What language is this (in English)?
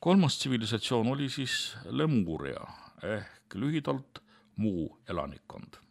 Estonian